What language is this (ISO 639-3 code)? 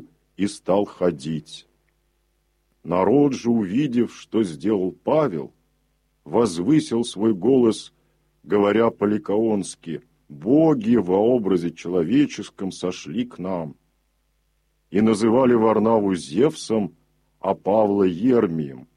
rus